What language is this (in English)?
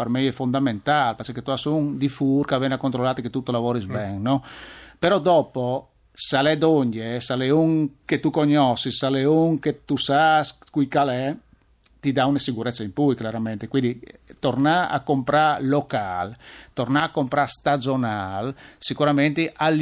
Friulian